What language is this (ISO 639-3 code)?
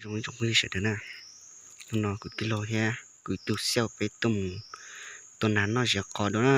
hmn